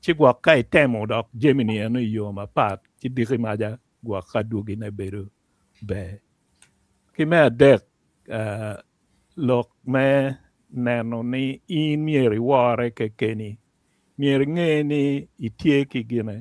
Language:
Acoli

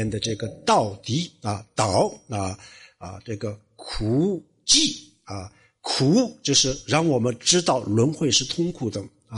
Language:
Chinese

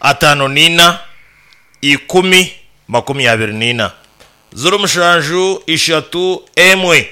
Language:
Nyankole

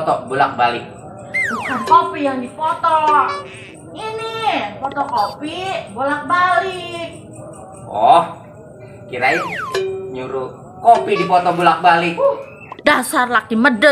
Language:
Betawi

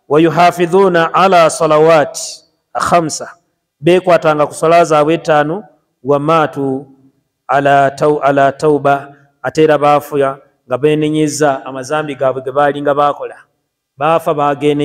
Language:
Ganda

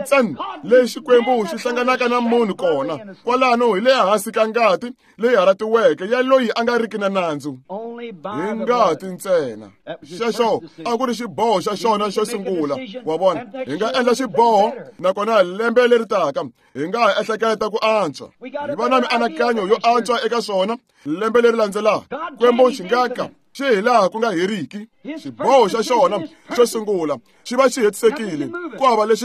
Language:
Tsonga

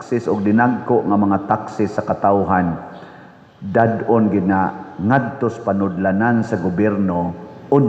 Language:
Cebuano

